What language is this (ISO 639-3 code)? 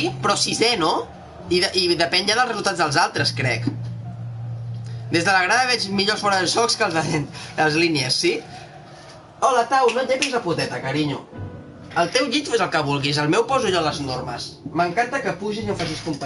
cat